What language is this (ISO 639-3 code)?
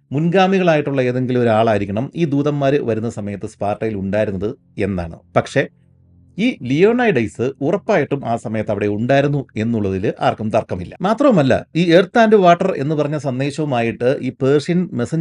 mal